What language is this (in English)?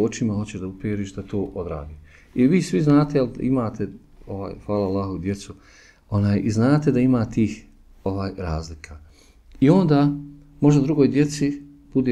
Bosnian